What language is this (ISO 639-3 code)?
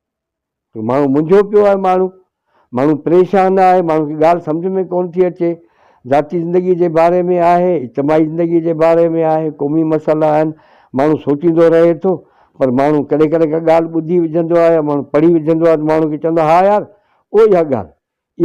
snd